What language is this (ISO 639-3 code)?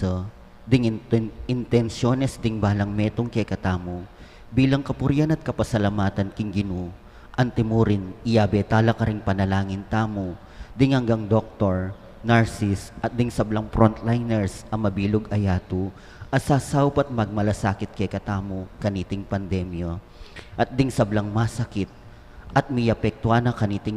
pam